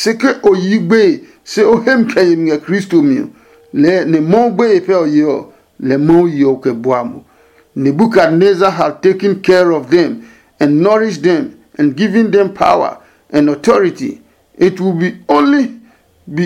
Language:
Adangme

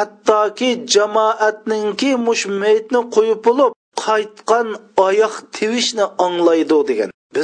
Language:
Uyghur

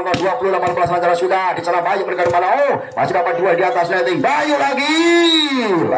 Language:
Indonesian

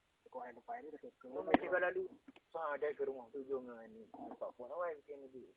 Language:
Achinese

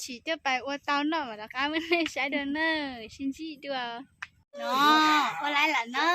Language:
Hmong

